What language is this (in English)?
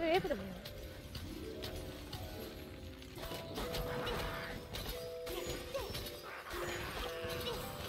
Japanese